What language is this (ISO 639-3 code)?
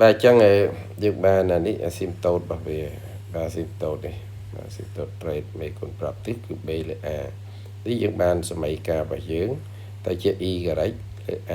khm